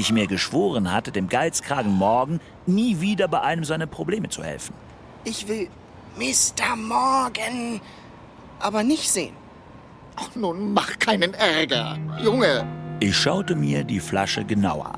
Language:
Swiss German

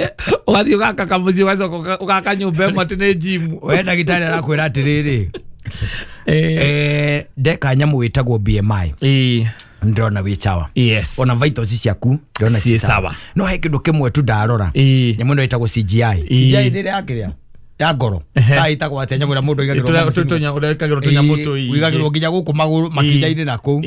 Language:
Kikuyu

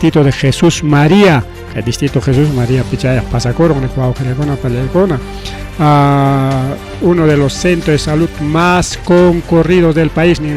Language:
Ayacucho Quechua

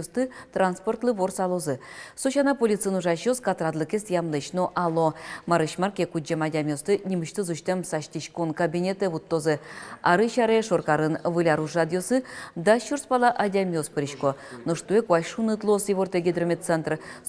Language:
Udmurt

